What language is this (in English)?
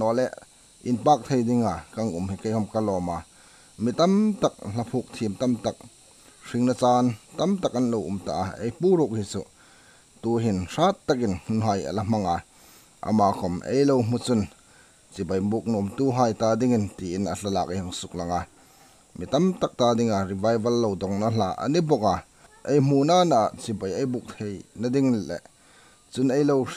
Hmar